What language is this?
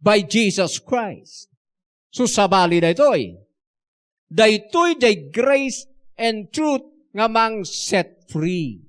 Iloko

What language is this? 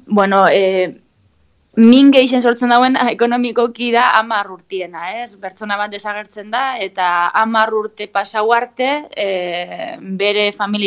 Basque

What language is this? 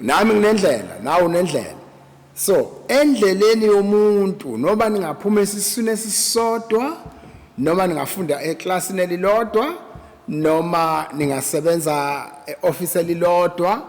Zulu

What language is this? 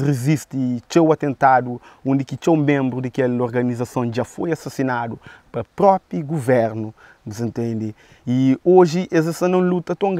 Kabuverdianu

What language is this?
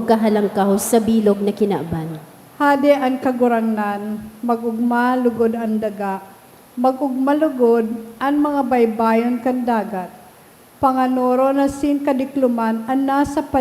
Bikol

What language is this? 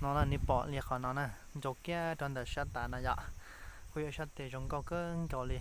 Hmong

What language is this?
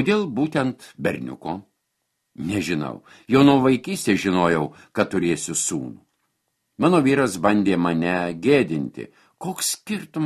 Lithuanian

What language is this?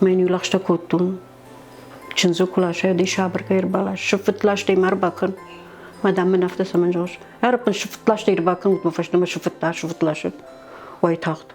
Ossetic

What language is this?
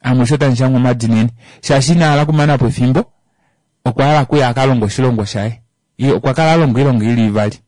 Kuanyama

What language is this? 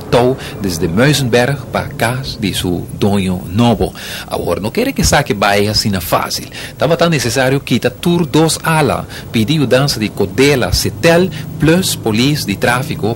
Papiamento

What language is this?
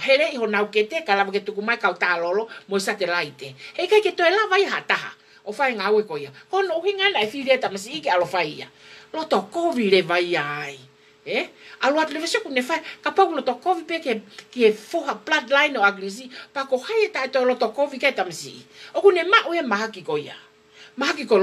Tongan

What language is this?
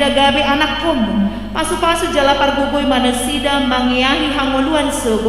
Batak Toba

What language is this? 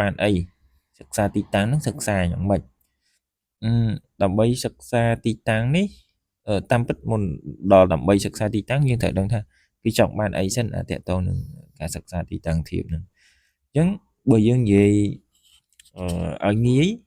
Khmer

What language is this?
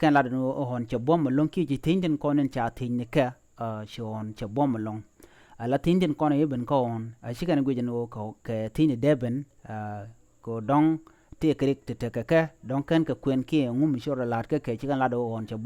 Nuer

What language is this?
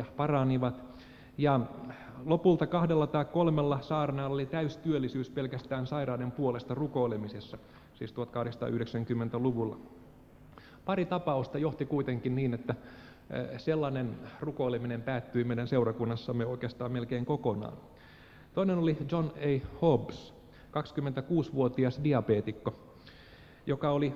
Finnish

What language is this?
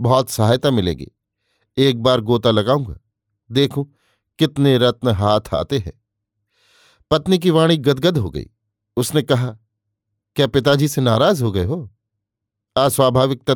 Hindi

